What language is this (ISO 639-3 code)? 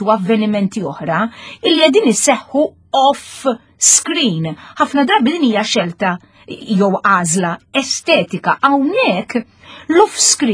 mlt